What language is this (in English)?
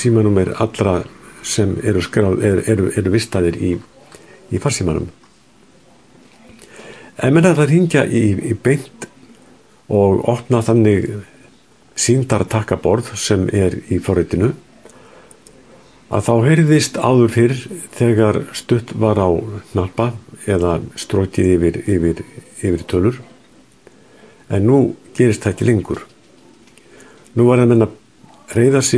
Icelandic